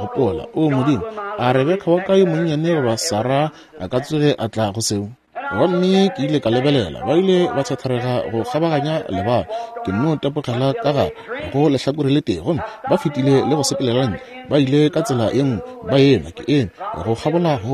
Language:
Northern Sotho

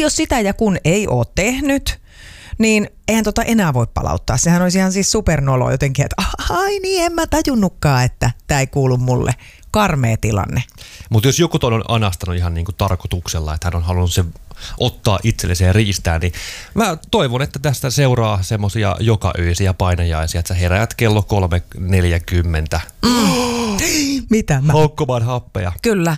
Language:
Finnish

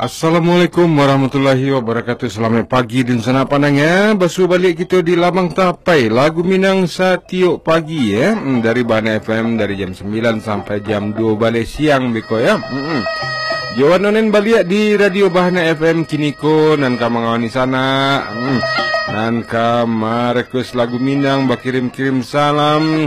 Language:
Minangkabau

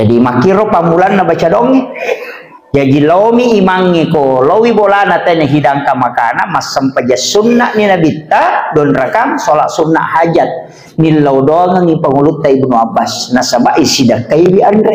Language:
Buginese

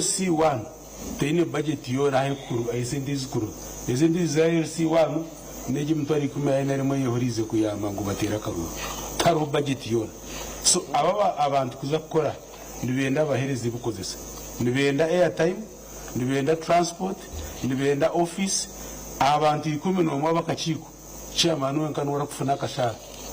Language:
Nyankole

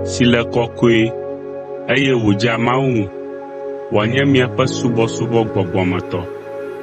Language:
Ewe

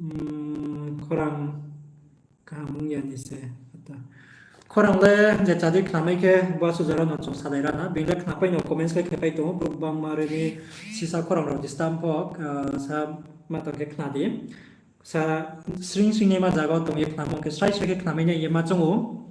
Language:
Riang (India)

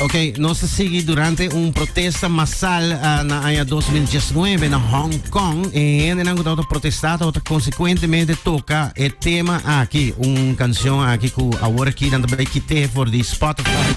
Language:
Papiamento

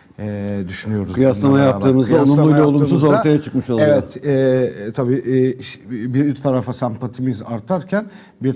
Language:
Turkish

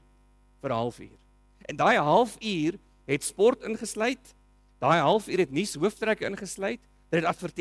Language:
Afrikaans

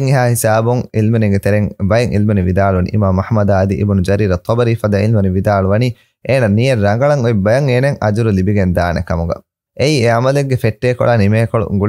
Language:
Divehi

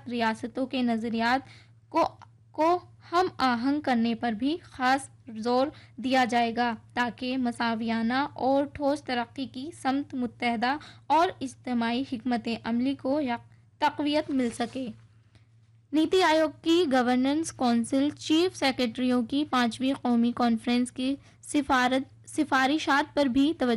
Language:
Urdu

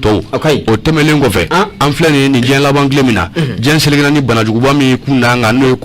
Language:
Bambara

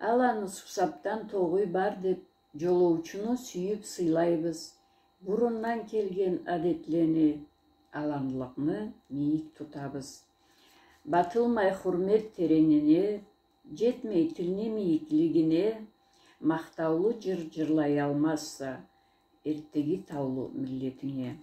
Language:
Karachay-Balkar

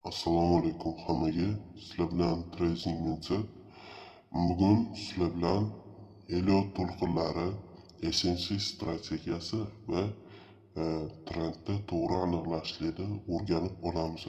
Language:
Uzbek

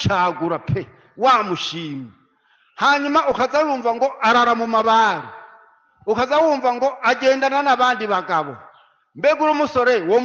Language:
Rundi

